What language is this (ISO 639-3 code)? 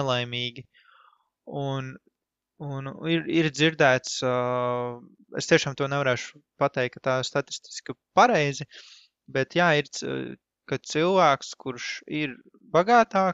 lav